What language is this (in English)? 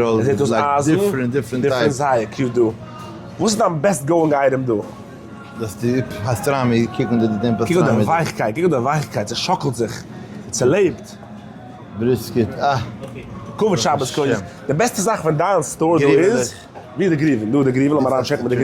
Yiddish